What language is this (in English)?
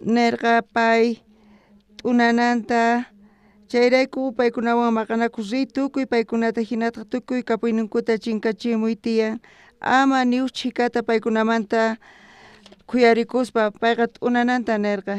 South Bolivian Quechua